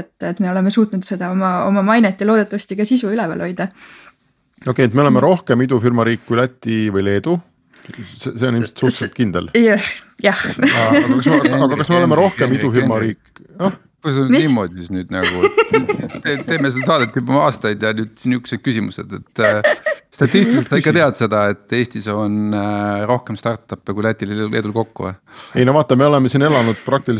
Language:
Estonian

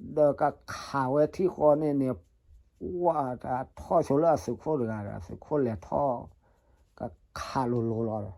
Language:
S'gaw Karen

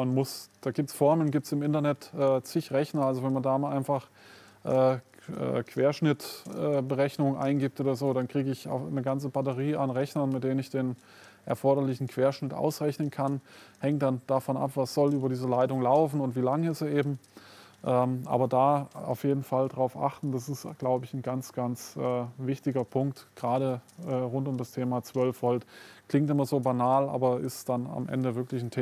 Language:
German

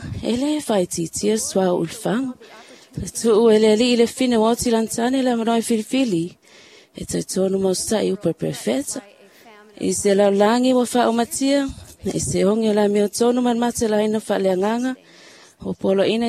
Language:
Samoan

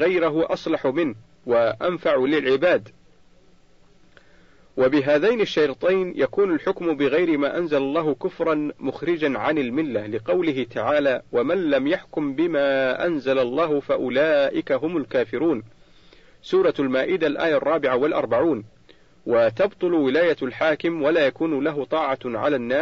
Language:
Arabic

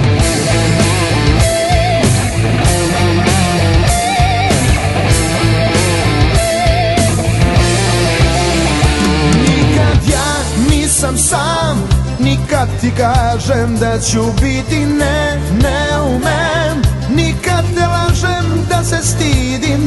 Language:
Serbian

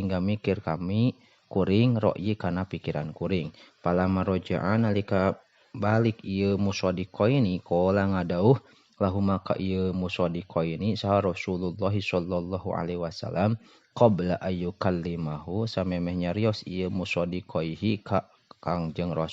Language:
Sundanese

